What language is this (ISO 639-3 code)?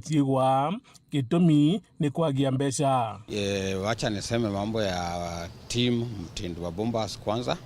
mer